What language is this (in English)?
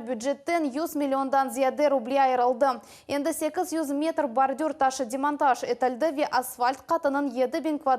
Crimean Tatar